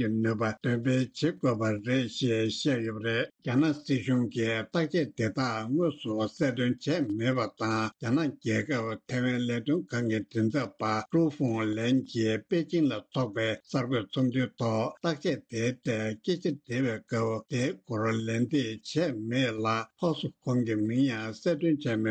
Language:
Tibetan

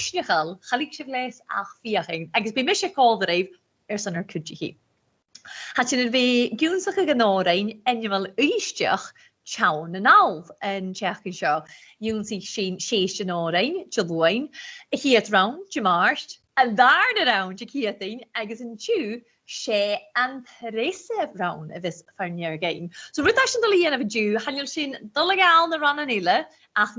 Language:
Scottish Gaelic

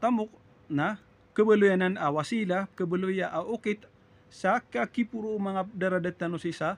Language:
Maranao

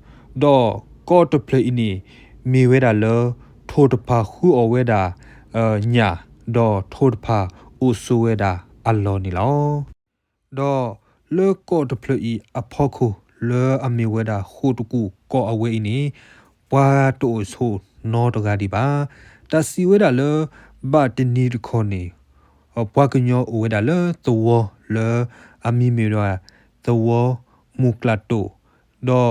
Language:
S'gaw Karen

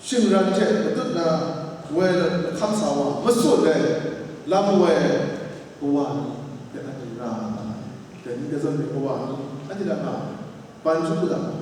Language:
Kachin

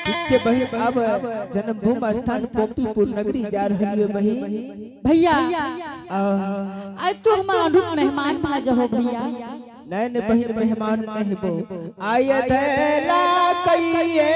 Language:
Angika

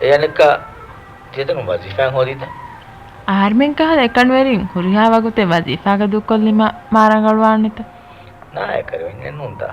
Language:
Divehi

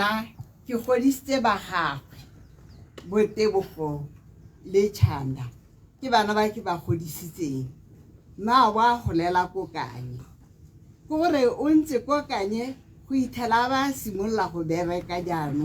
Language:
Tswana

